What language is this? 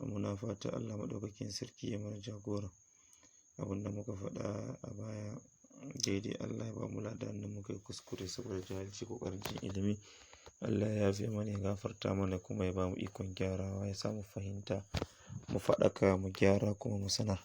Hausa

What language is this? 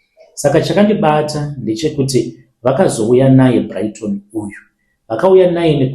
Shona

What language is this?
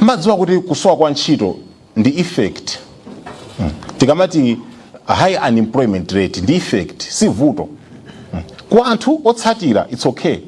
Nyanja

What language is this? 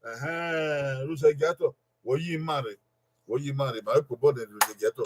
Bini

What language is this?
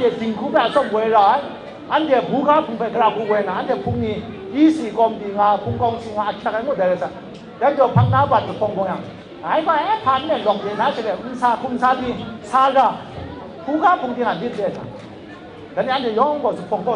Kachin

